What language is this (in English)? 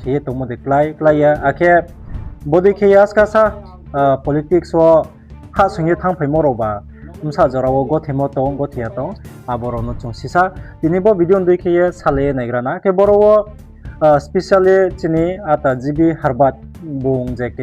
Riang (India)